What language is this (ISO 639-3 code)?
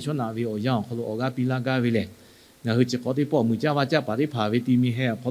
lhu